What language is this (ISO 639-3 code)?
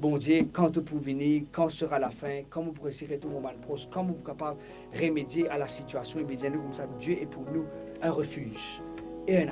mfe